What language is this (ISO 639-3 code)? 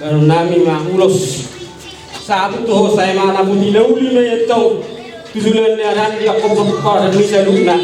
bbc